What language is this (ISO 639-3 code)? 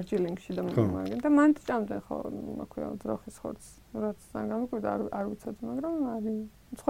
kat